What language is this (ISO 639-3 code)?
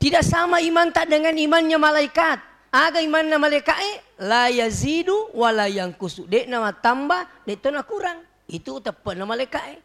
bug